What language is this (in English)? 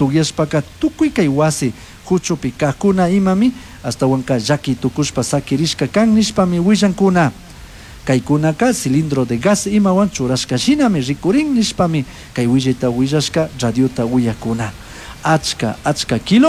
Chimborazo Highland Quichua